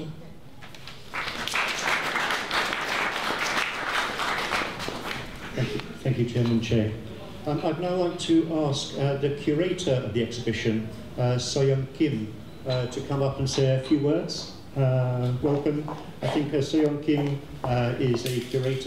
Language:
English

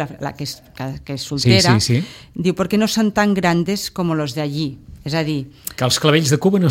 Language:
Catalan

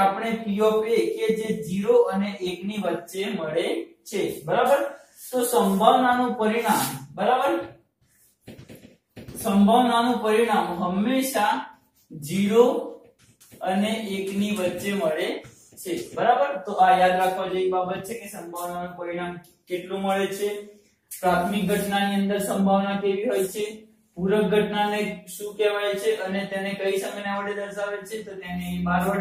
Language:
Gujarati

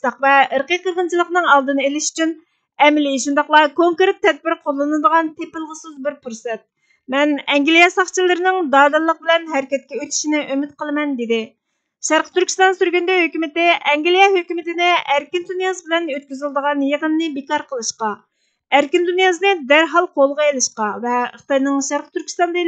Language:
Uyghur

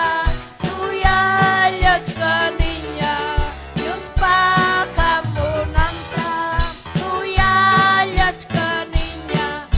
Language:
Ayacucho Quechua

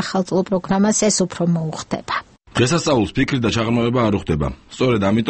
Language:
Georgian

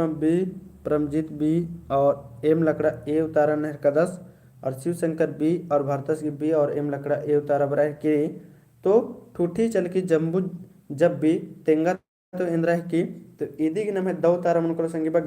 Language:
Kurukh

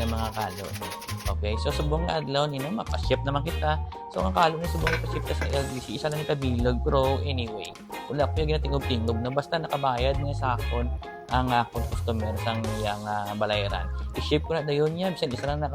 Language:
Hiligaynon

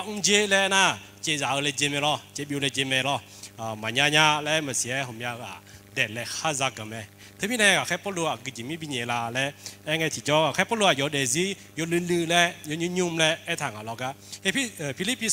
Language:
Akha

